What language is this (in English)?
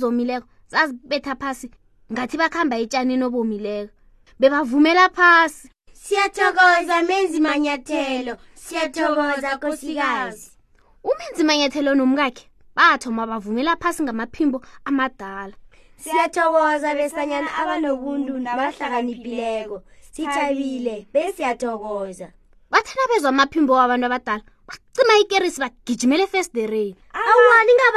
South Ndebele